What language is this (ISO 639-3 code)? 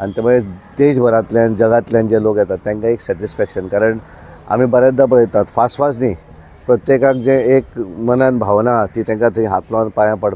kok